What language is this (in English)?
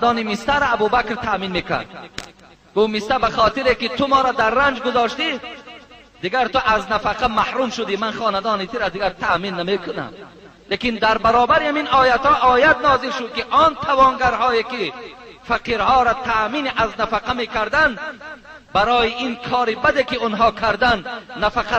Tajik